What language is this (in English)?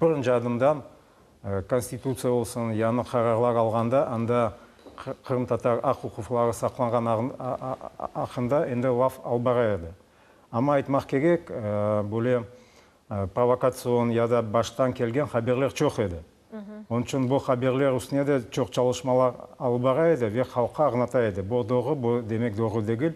Crimean Tatar